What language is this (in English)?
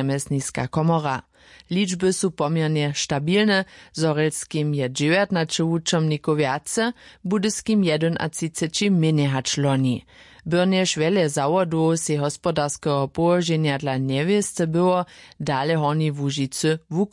Upper Sorbian